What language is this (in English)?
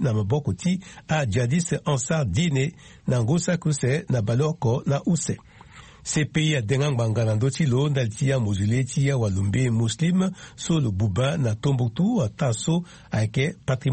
Sango